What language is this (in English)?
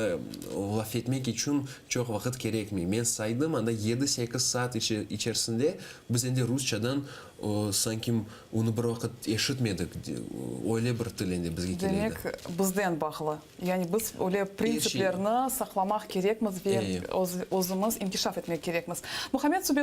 Crimean Tatar